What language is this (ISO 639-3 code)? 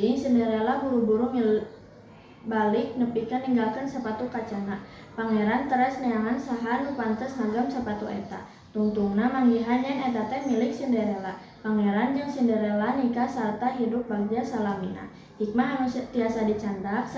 sun